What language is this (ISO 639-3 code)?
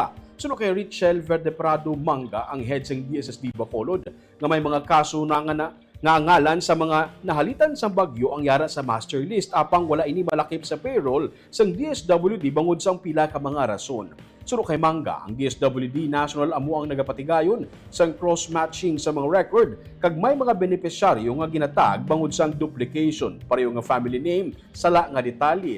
hil